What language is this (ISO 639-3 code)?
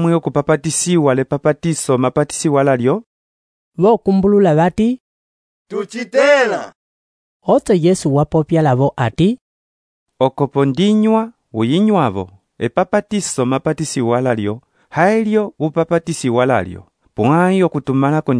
umb